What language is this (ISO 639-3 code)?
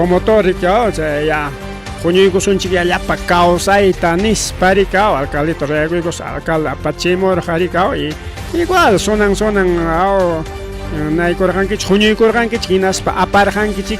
quy